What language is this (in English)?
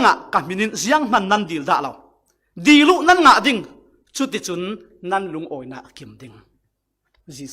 Falam Chin